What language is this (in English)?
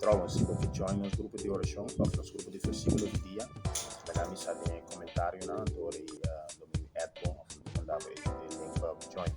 Papiamento